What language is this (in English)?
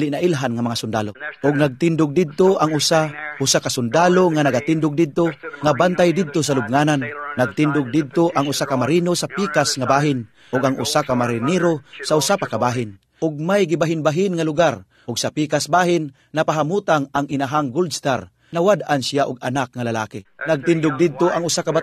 Cebuano